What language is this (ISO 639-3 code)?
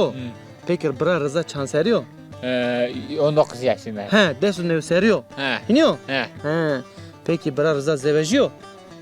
zza